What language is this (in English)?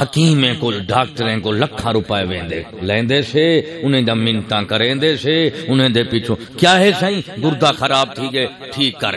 Saraiki